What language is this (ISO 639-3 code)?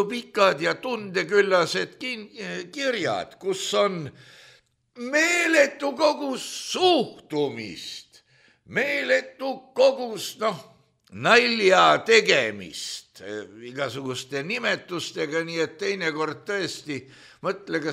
est